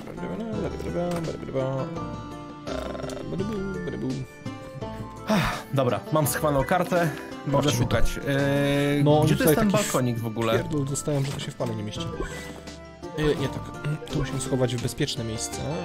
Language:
Polish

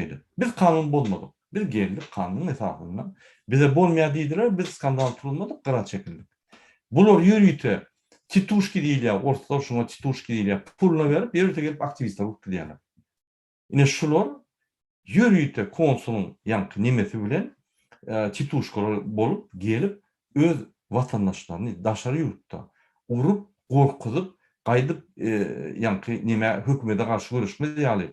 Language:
Turkmen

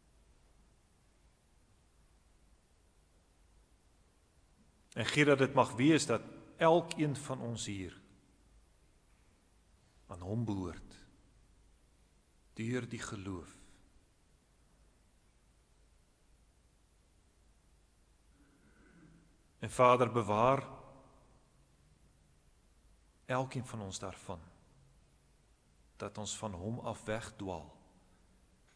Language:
Afrikaans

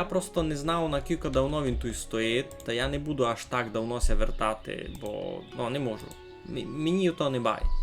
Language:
Rusyn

